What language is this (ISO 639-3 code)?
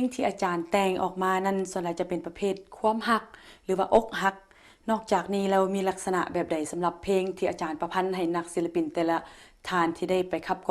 lao